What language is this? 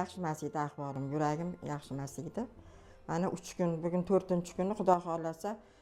Uzbek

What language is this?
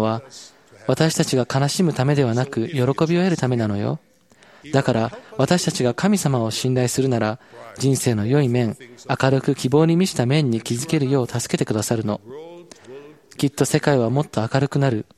Japanese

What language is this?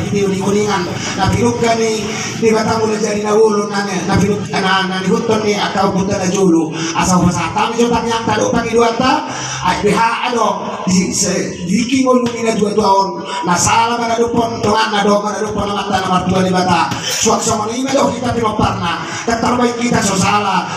Batak Toba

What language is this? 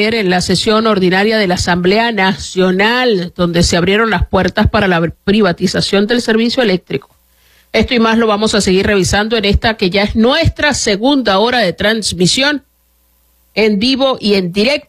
Spanish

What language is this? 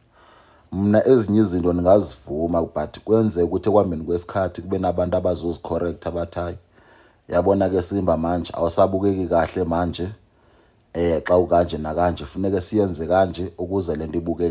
Zulu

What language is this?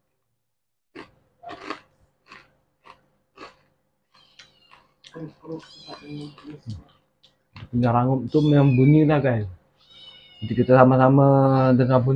Malay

